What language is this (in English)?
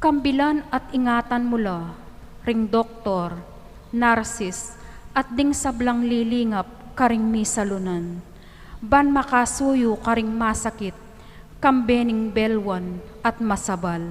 Pampanga